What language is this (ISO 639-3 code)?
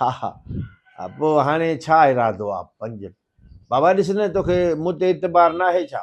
snd